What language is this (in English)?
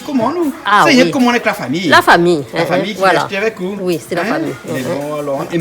Réunion Creole French